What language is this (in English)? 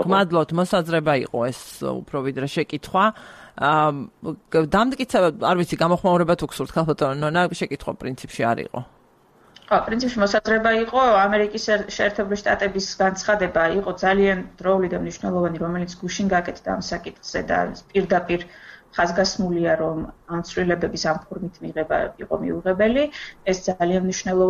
Georgian